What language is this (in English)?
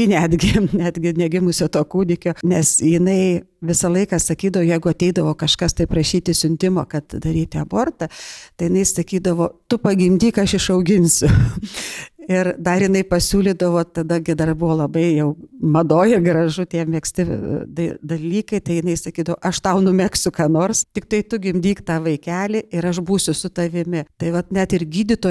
Lithuanian